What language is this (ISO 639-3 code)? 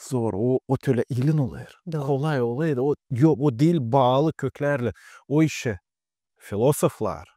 gag